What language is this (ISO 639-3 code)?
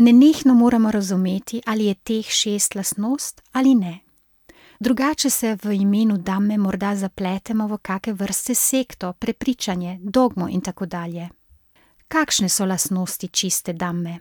slv